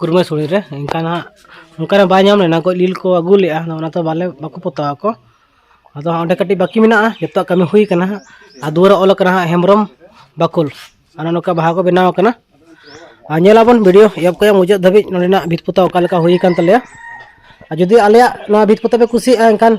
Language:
Santali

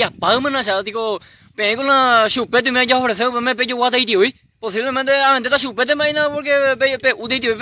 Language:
Guarani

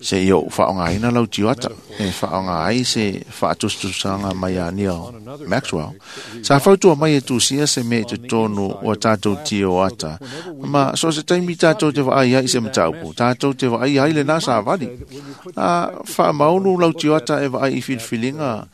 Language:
Samoan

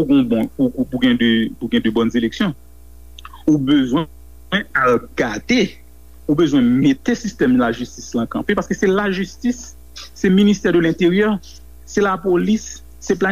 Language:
Haitian Creole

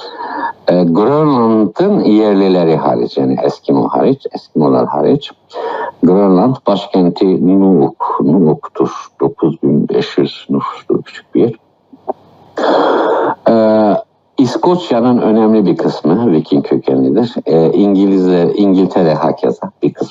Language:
Turkish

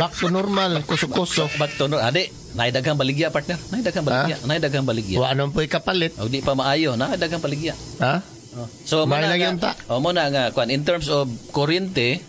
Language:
Cebuano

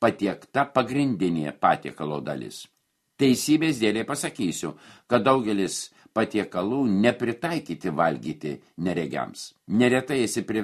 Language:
Lithuanian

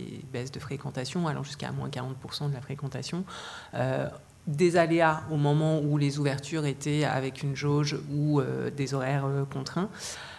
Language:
French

